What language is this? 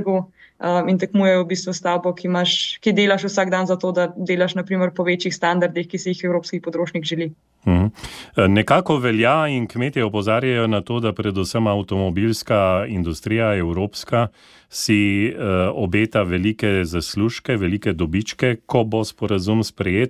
Slovenian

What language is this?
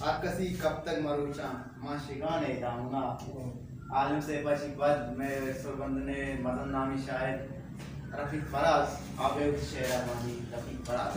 Baluchi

